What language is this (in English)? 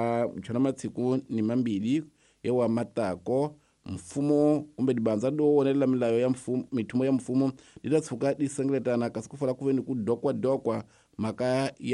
Tsonga